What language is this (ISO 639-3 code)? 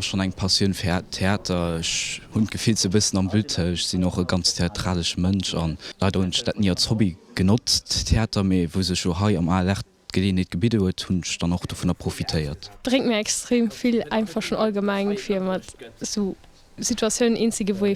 ltz